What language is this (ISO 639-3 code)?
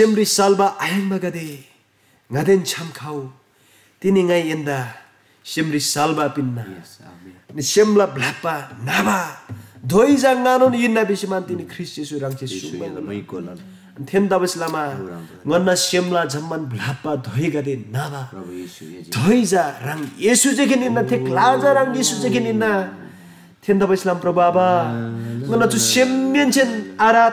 taj